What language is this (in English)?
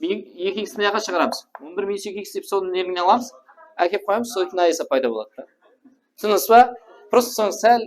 Kara-Kalpak